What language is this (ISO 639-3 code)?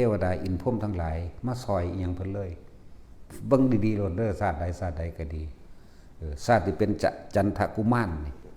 tts